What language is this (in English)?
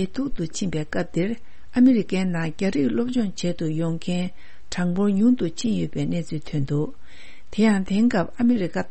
Tibetan